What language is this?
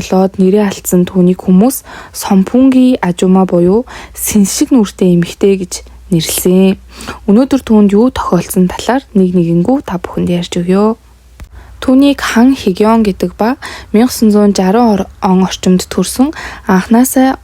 Mongolian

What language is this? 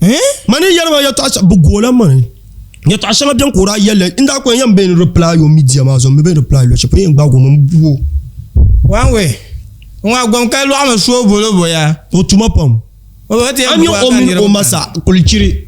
Dagbani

